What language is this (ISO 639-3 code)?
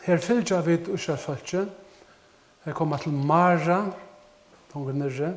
fao